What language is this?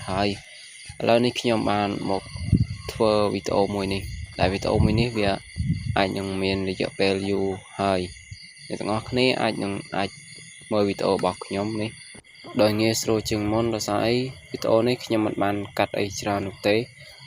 Khmer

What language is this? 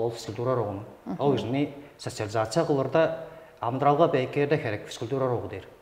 Tuvinian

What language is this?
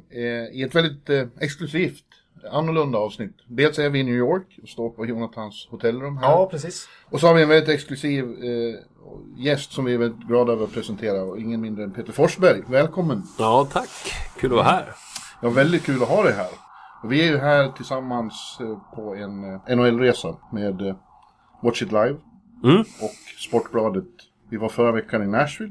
Swedish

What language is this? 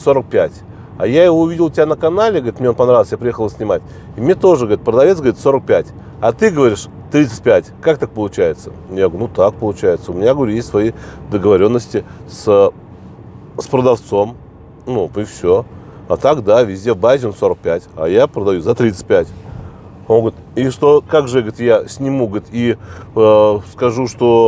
Russian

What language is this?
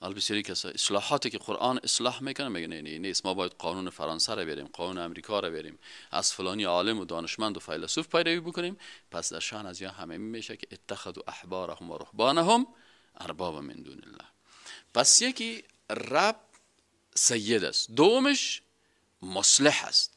Persian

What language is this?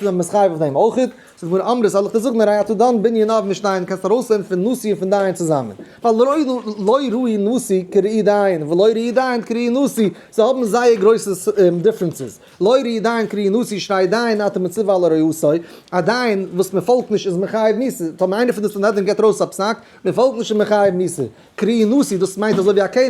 Yiddish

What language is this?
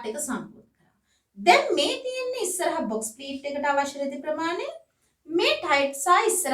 Sinhala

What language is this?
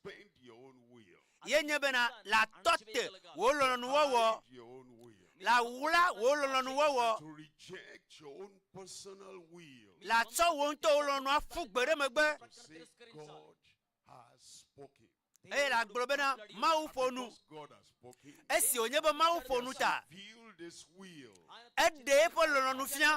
Ewe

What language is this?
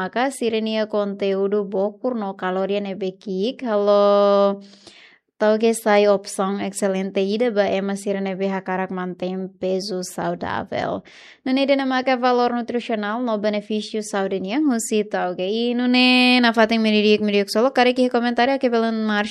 Tetum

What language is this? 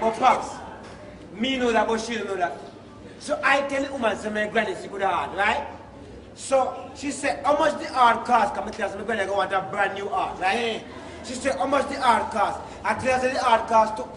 Jamaican Creole English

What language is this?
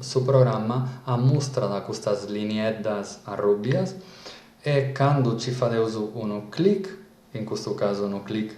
Sardinian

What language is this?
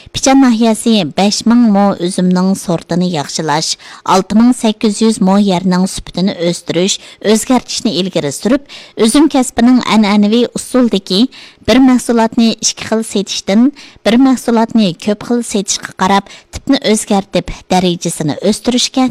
Uyghur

